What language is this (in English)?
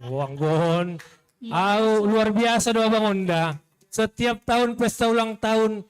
Batak Simalungun